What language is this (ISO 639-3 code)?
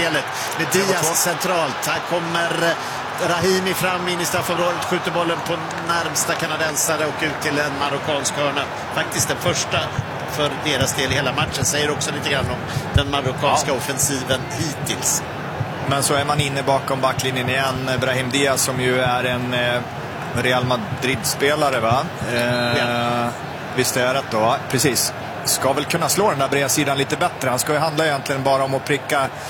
swe